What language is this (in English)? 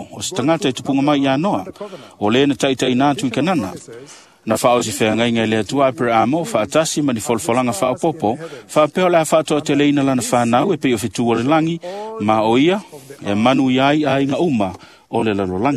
Samoan